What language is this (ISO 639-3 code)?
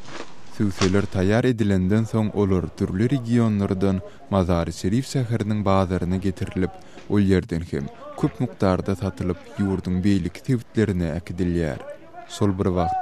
tuk